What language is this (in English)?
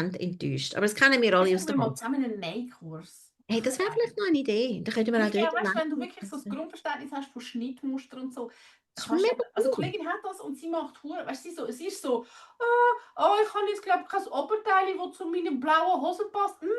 Swiss German